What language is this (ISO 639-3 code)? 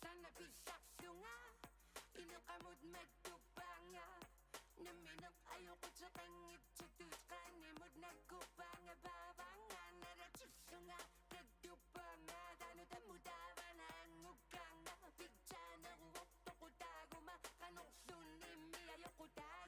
iku